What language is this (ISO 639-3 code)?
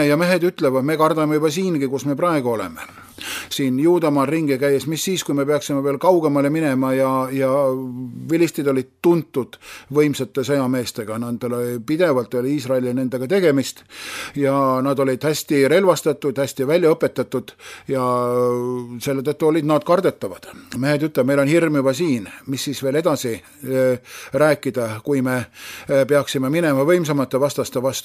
est